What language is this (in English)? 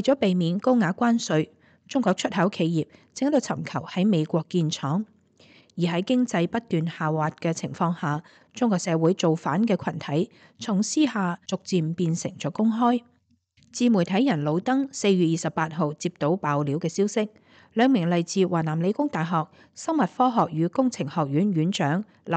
Cantonese